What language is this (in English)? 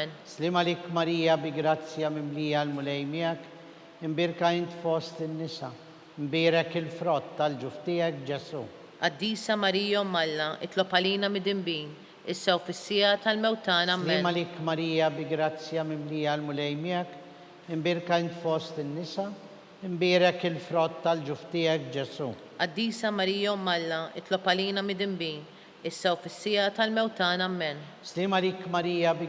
Maltese